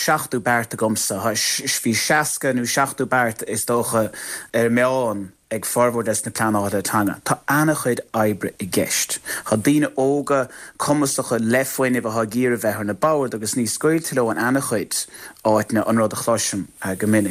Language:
Irish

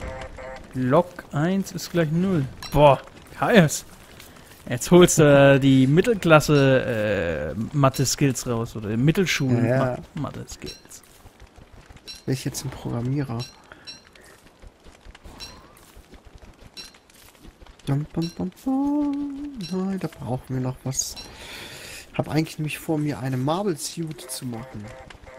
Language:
German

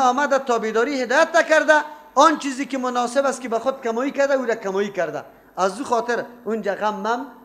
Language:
Persian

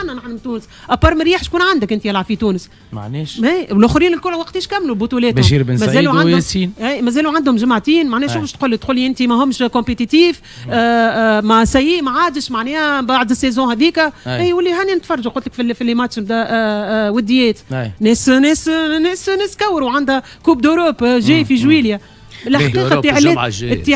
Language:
Tunisian Arabic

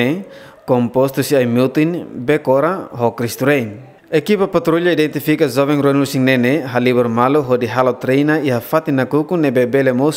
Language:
Tetum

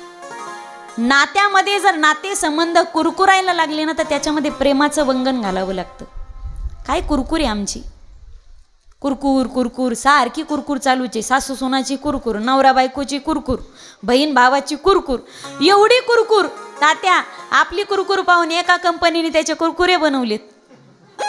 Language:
Marathi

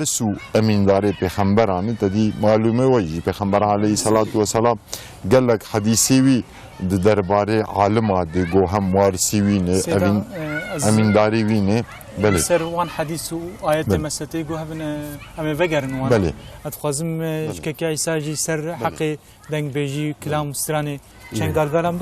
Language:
Kurdish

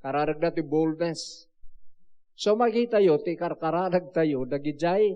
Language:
Iloko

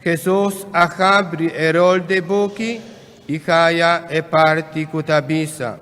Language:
Papiamento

